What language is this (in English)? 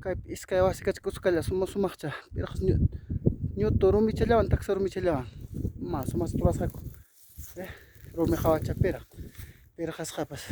Ayacucho Quechua